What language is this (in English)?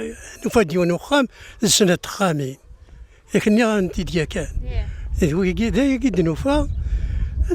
Kabyle